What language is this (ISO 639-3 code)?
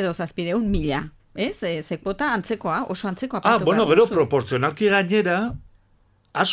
eus